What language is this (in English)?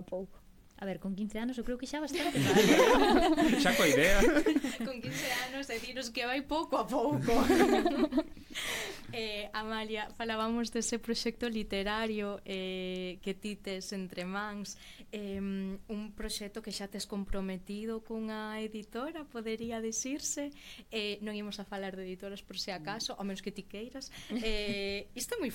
Galician